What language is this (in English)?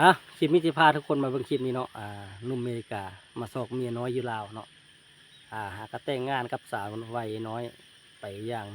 Lao